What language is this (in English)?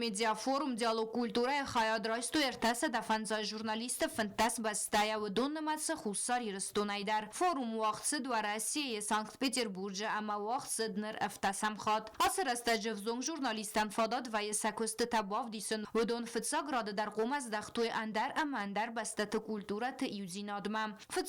Ossetic